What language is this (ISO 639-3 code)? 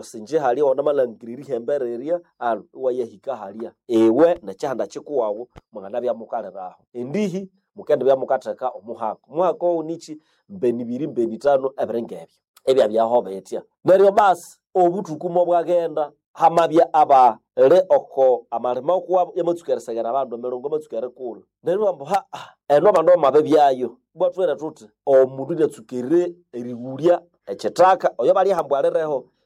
nnb